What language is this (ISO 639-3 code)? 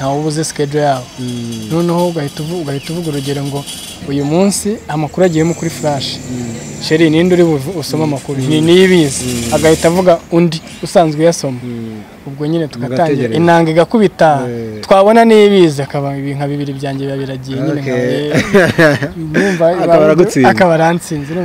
kin